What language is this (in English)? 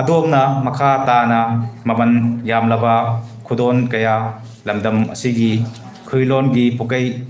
Manipuri